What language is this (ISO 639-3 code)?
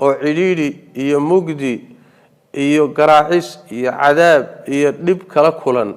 som